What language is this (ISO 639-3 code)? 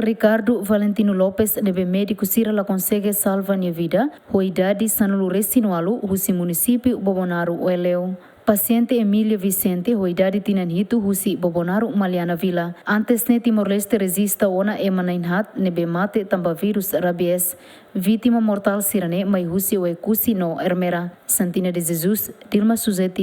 tet